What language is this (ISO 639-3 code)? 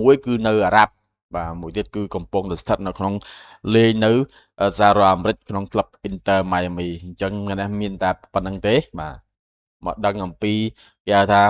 khm